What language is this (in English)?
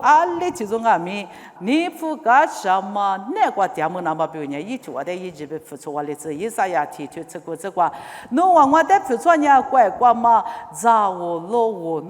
Lisu